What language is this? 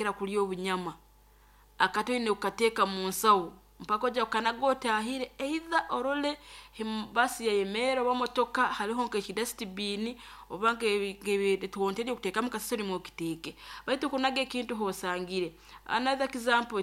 Nyoro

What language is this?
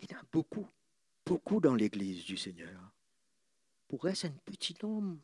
Morisyen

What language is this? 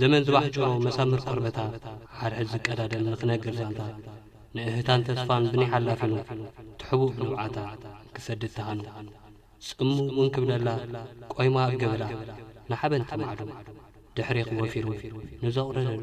Tigrinya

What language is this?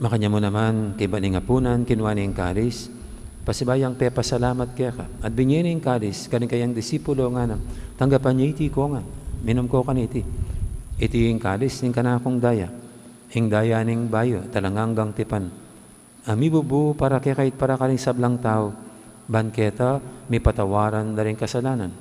Pampanga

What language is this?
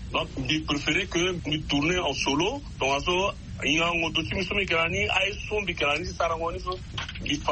Sango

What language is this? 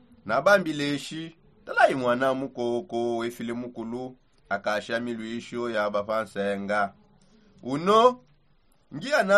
Songe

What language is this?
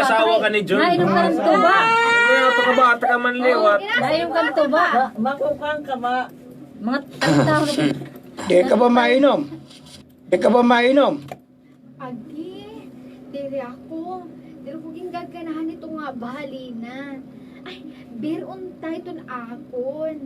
Waray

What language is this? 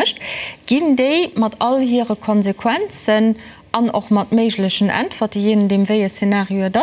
Luxembourgish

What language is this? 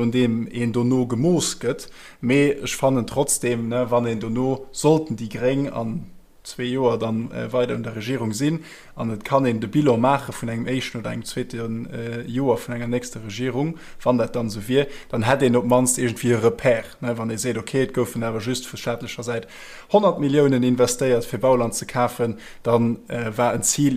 Luxembourgish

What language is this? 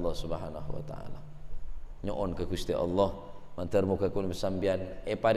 Madurese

